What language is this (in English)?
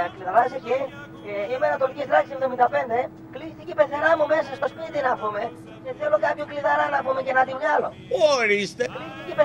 Greek